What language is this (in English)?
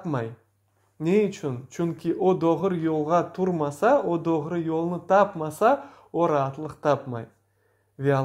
Crimean Tatar